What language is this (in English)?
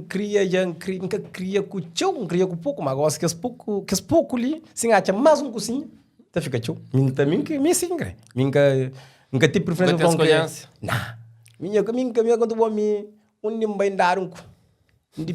Kabuverdianu